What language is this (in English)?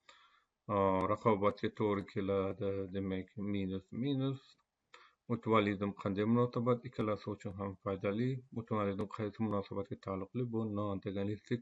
Uzbek